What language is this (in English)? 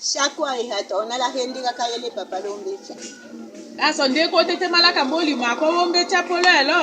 Tetela